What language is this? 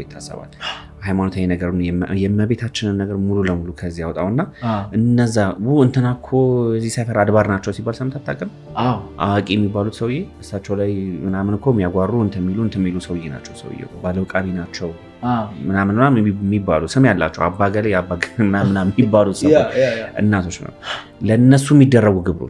Amharic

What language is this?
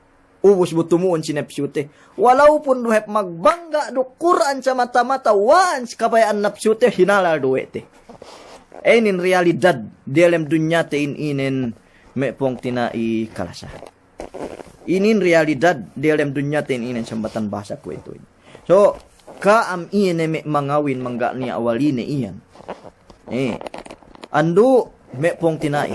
Yakan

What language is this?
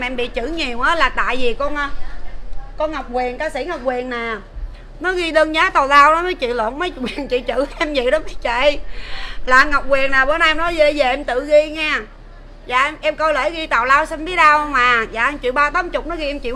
Vietnamese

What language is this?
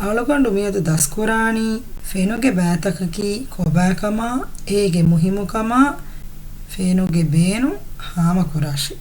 Divehi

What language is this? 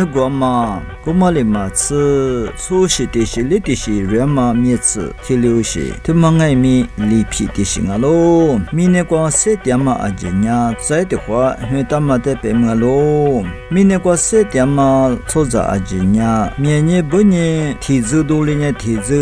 Lisu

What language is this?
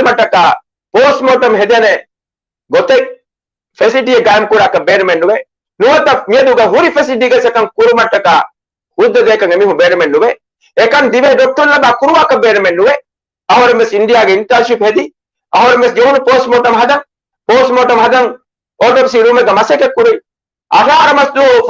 Divehi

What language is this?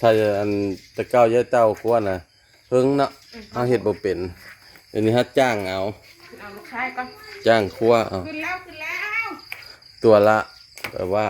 Northeastern Thai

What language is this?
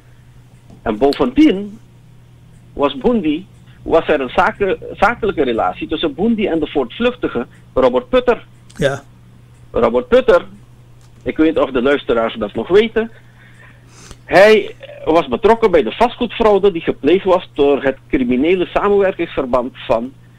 Dutch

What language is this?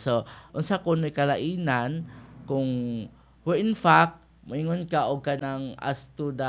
Cebuano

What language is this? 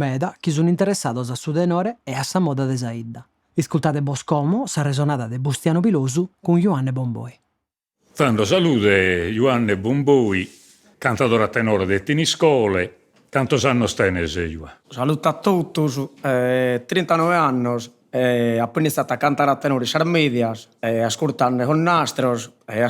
Sardinian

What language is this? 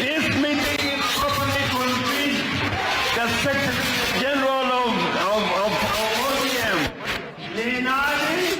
Luo (Kenya and Tanzania)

